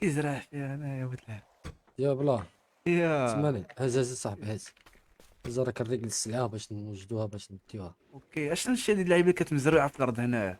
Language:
Moroccan Arabic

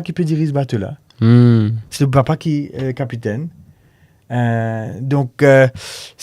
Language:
Morisyen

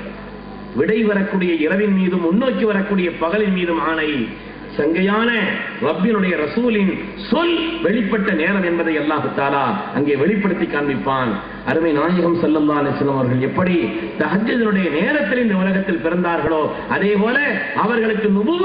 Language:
Tamil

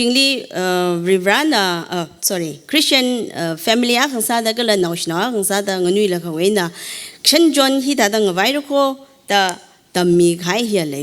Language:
Tangkhul Naga (India)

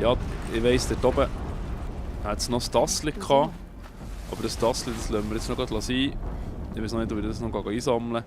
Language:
Swiss German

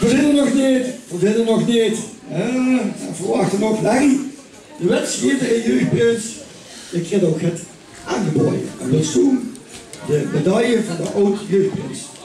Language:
Limburgish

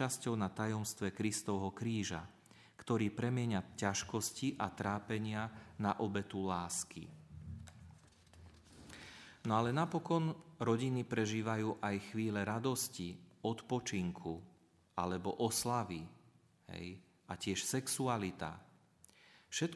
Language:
Slovak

